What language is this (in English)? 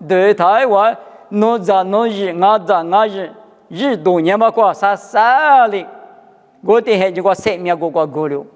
Lisu